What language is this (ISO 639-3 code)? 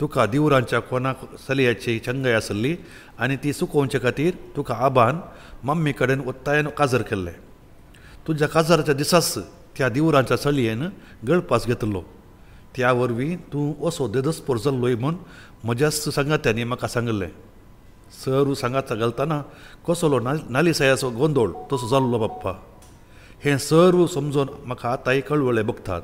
kok